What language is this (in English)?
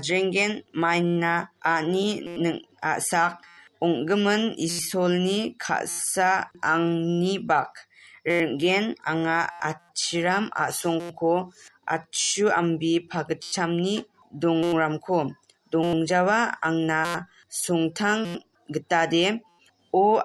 Garo